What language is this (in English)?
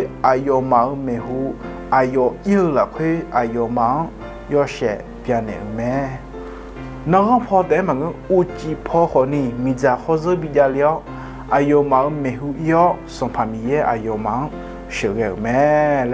Akha